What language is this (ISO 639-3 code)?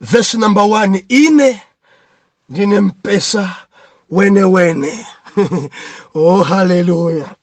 nya